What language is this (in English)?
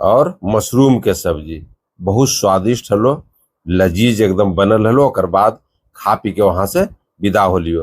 Magahi